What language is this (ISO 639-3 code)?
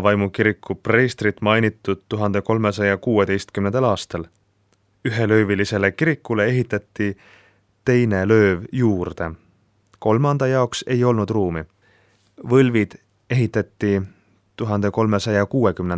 est